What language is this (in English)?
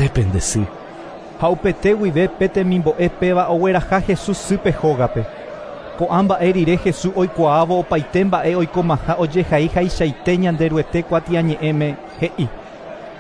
Guarani